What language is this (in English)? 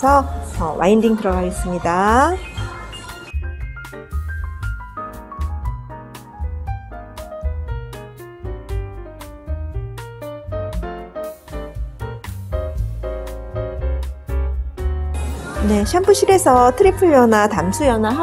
Korean